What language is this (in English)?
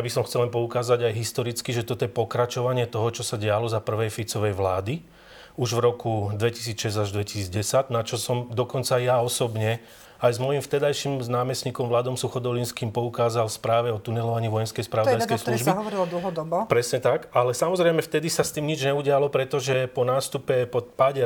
Slovak